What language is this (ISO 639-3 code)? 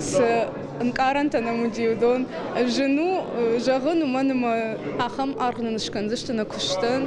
oss